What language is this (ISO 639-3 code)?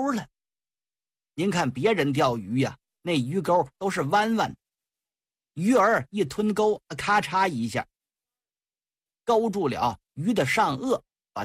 zho